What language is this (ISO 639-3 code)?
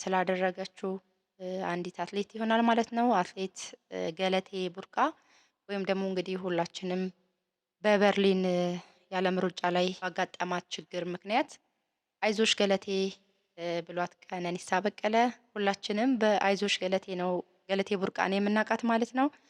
amh